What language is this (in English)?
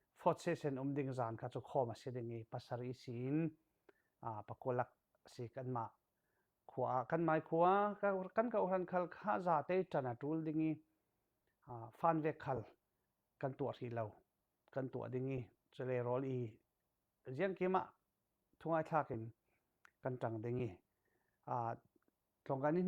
Falam Chin